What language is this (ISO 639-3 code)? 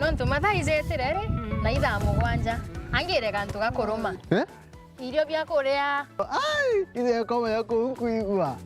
mer